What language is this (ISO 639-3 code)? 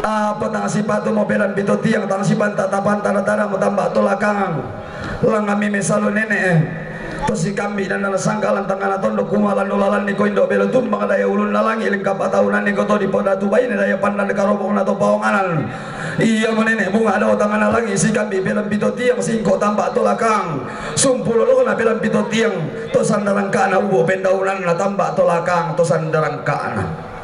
sda